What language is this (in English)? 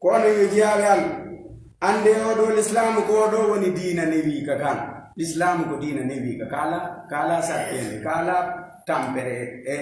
Fula